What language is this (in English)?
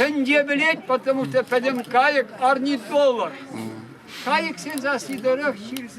Chuvash